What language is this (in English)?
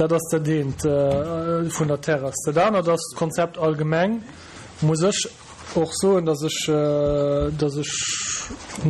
Luxembourgish